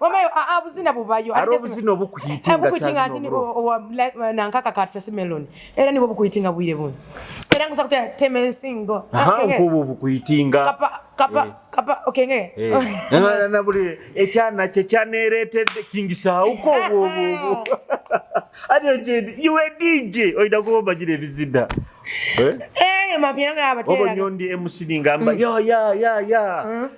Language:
Nyoro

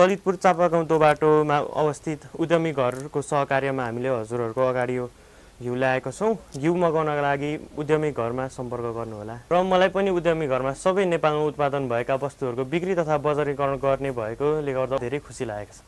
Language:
Nepali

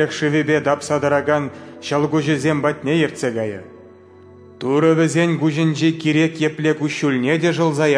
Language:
Chuvash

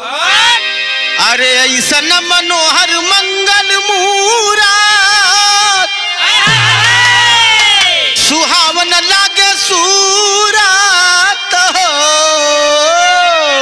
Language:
Bhojpuri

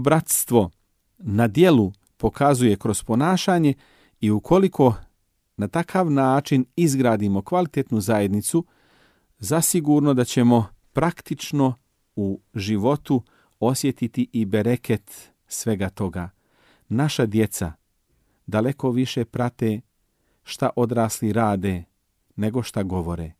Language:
Bosnian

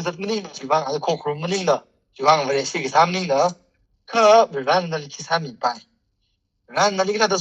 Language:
Tangkhul Naga (India)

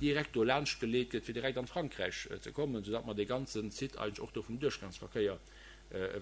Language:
Luxembourgish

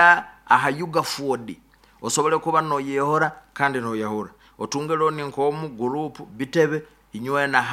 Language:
Nyoro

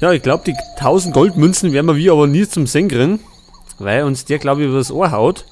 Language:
Bavarian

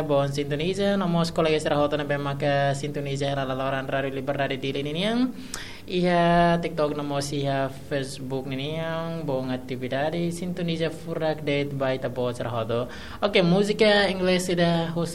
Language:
Tetum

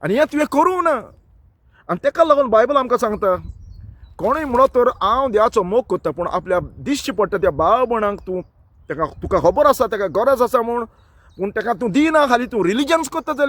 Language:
Konkani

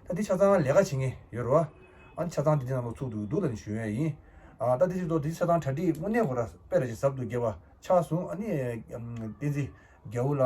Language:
Tibetan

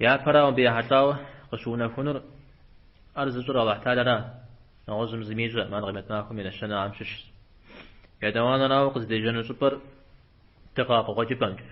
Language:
Kabardian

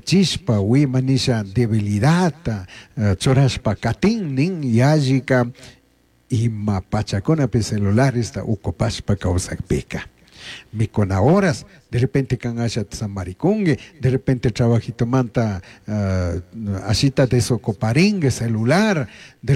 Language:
Chimborazo Highland Quichua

